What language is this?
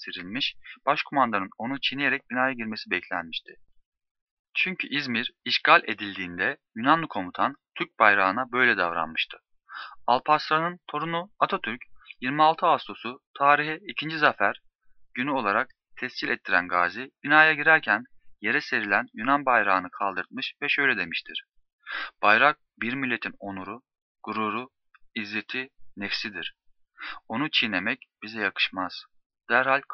Turkish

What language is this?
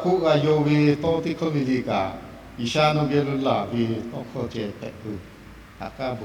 Lahu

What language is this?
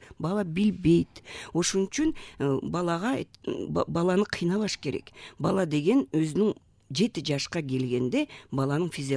Kyrgyz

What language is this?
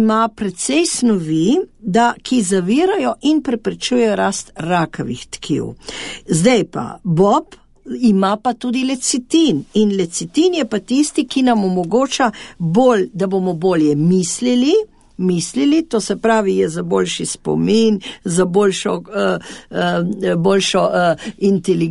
Slovenian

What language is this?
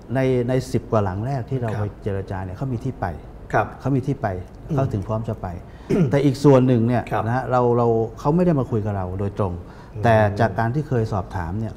Thai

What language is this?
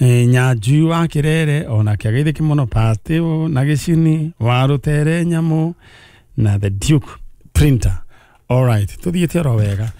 Kikuyu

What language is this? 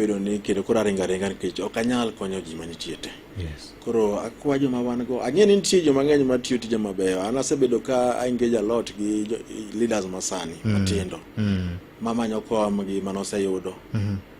Luo (Kenya and Tanzania)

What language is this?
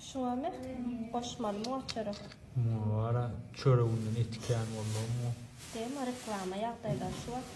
Turkmen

